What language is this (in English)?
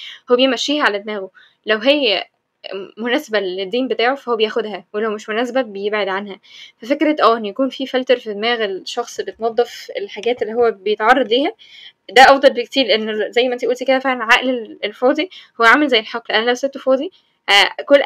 Egyptian Arabic